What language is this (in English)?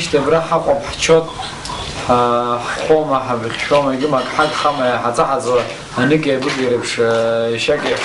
Abkhazian